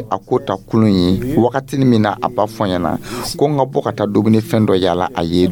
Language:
Dyula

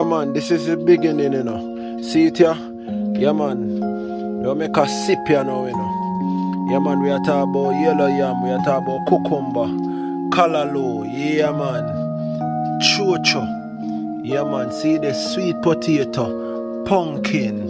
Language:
Jamaican Creole English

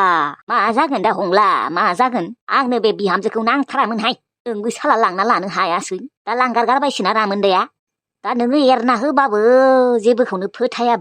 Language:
Bodo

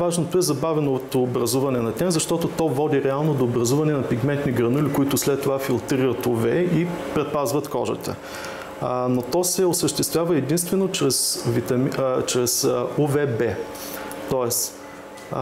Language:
Bulgarian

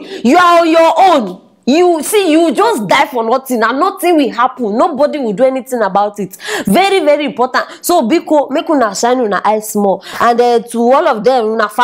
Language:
Nigerian Pidgin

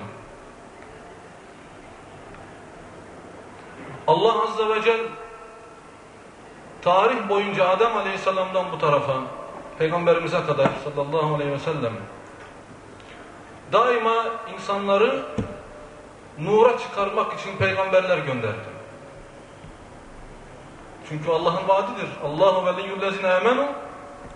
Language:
Turkish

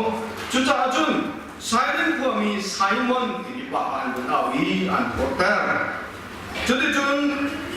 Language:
Hakha Chin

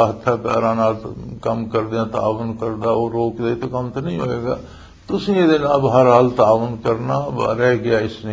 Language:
Western Panjabi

